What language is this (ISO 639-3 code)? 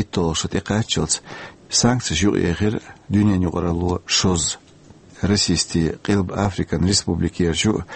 che